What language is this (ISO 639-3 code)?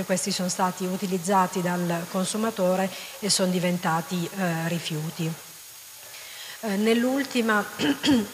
ita